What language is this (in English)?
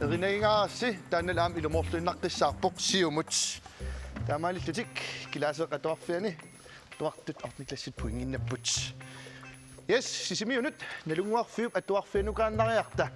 Kalaallisut